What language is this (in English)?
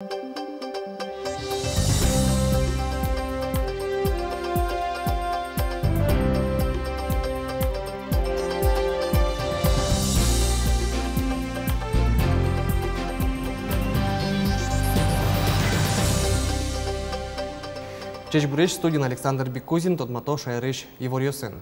Udmurt